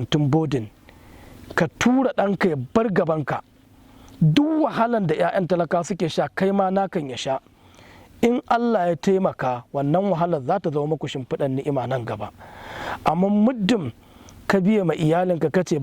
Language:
Hausa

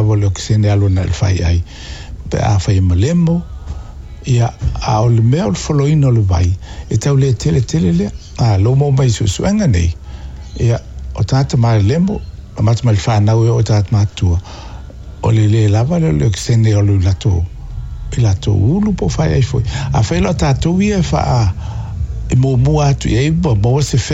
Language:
Samoan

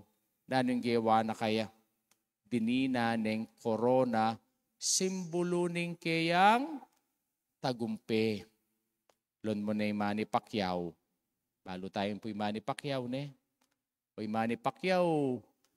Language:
Pampanga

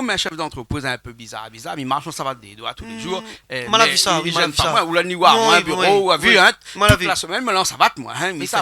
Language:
Réunion Creole French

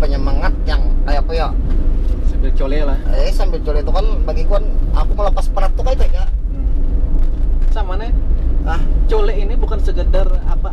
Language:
Banjar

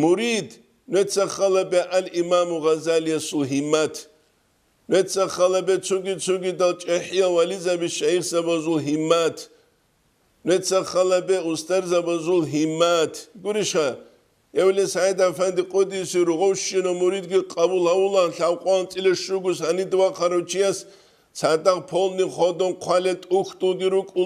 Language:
Avaric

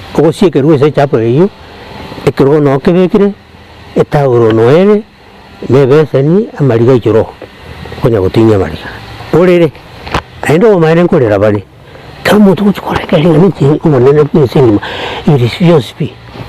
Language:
Gusii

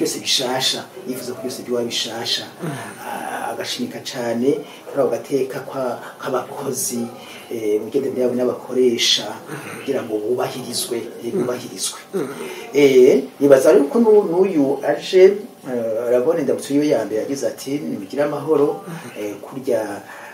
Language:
Rundi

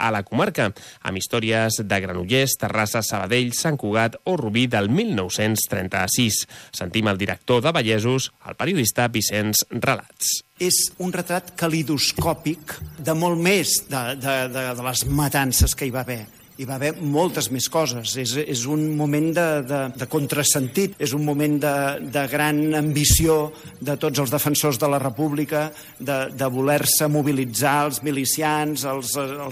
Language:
Catalan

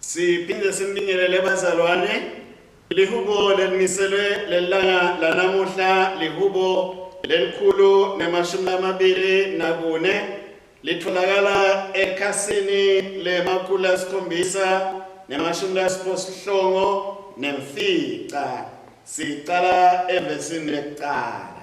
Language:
Swati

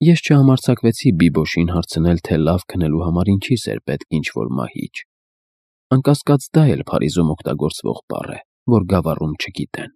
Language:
Armenian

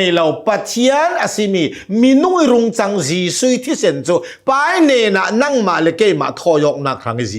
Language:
Hakha Chin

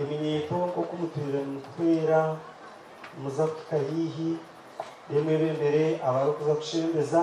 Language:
Nyankole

